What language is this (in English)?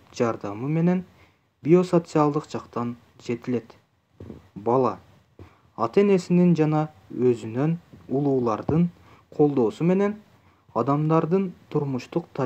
Kyrgyz